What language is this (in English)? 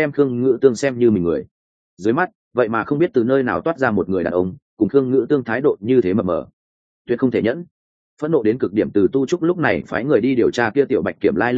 Vietnamese